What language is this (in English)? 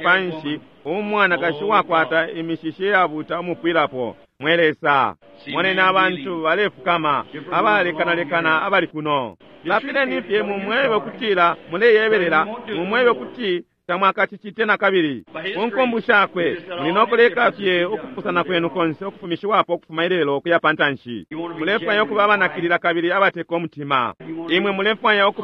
Bemba